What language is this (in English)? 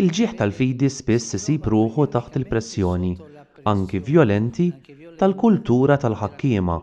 Maltese